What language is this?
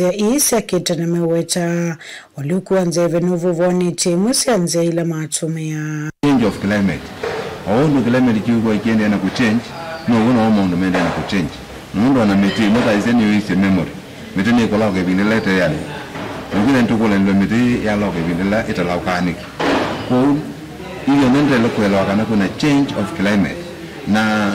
Kamba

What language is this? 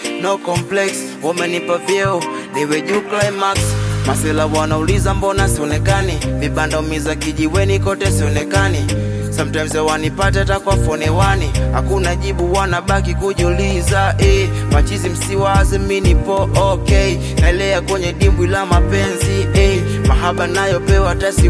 Swahili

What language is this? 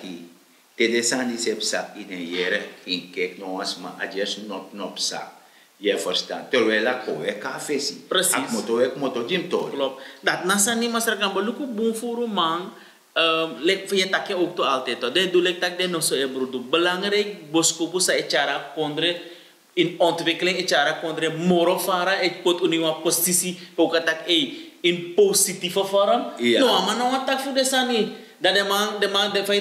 Sranan Tongo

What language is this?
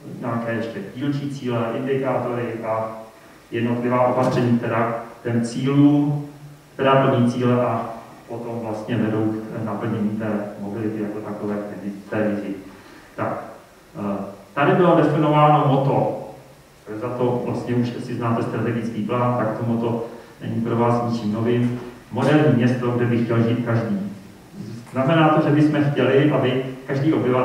Czech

